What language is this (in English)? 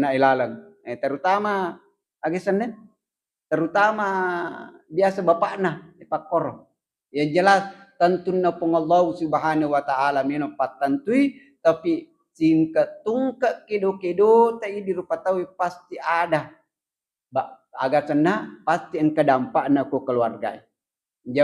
Buginese